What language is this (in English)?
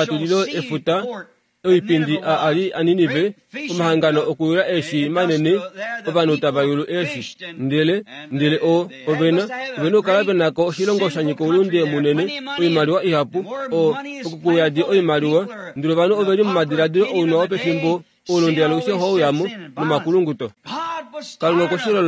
Kuanyama